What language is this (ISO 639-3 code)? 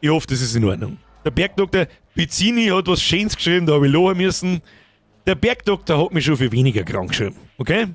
bar